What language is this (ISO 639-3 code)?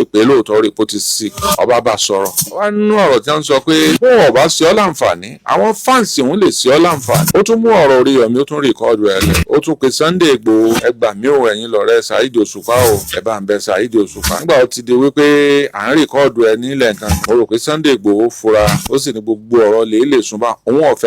yor